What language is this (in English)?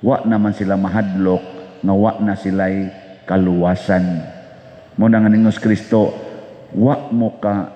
Cebuano